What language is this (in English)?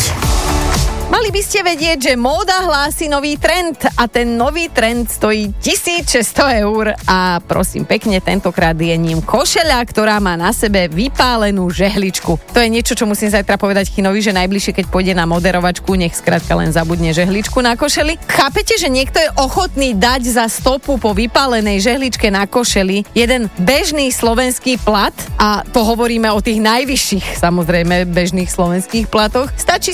Slovak